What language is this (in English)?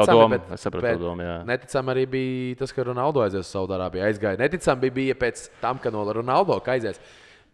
Latvian